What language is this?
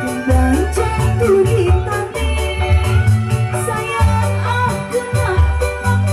Betawi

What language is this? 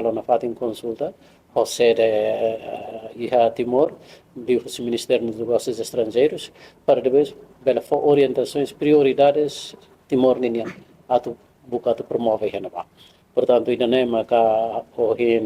Tetum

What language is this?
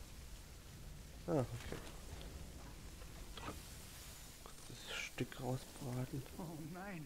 German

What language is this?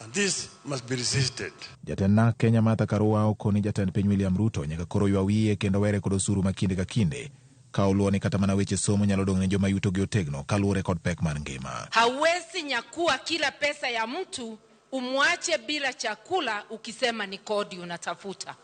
Luo (Kenya and Tanzania)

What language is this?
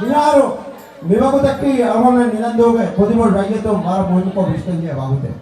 Divehi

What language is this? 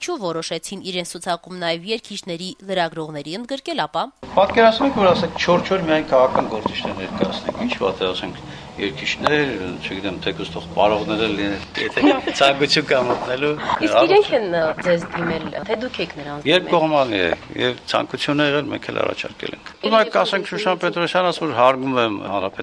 Armenian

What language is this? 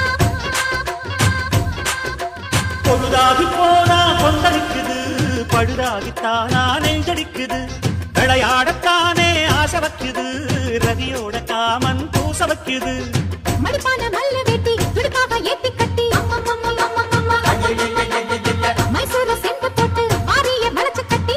Tamil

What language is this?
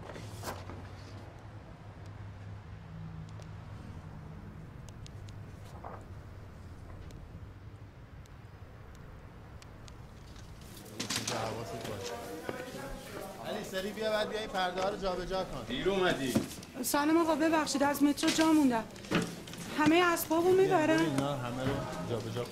Persian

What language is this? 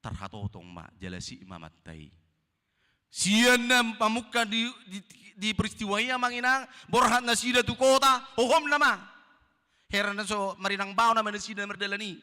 Batak Toba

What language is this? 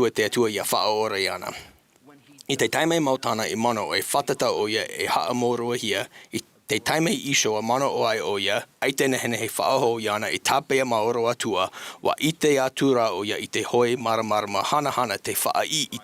Tahitian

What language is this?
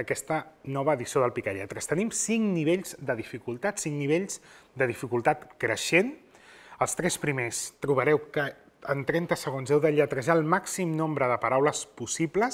Catalan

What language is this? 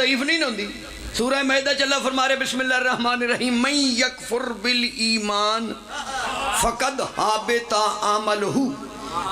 Pahari-Potwari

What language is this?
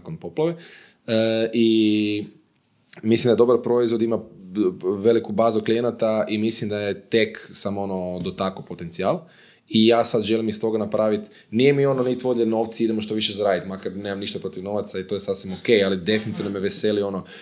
Croatian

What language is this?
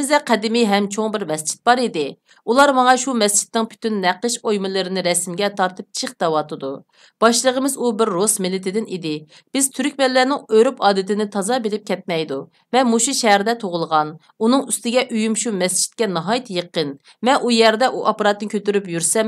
Uyghur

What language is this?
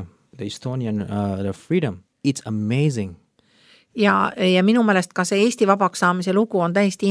Estonian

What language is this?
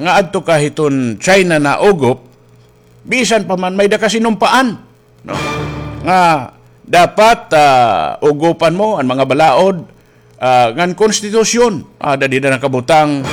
Waray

